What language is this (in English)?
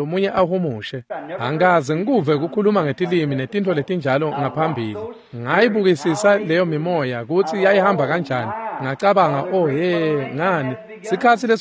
Swati